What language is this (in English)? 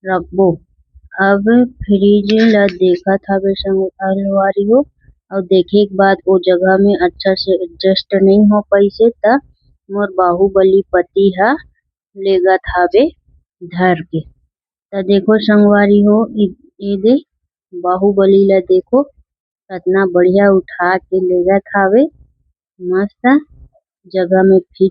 Chhattisgarhi